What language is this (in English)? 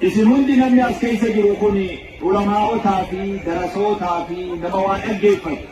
Oromo